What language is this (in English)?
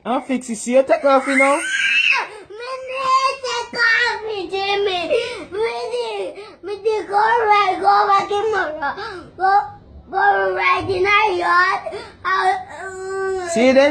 Jamaican Creole English